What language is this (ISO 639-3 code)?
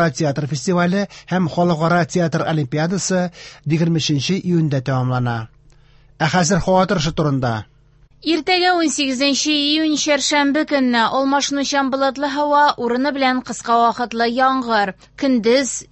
tat